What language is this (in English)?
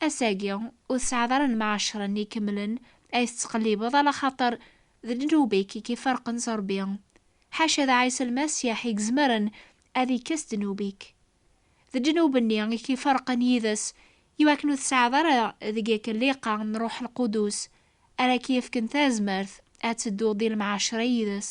Kabyle